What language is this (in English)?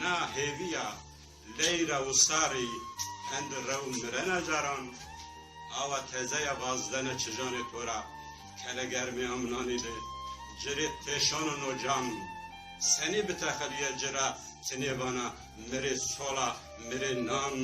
Zaza